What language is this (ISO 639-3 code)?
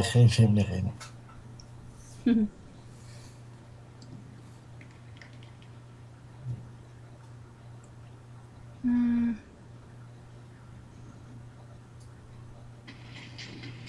nld